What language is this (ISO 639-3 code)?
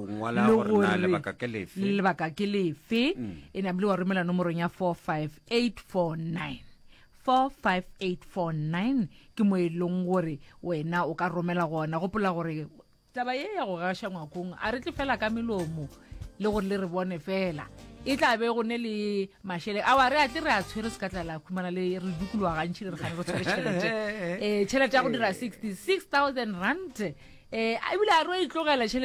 nso